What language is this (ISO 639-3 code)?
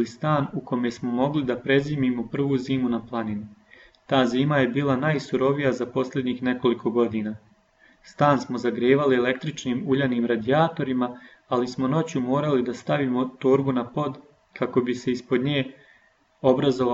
srp